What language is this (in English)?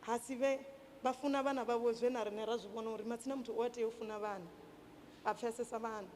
Venda